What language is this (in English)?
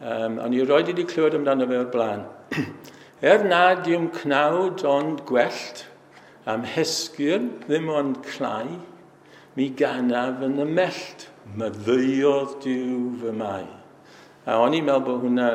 Welsh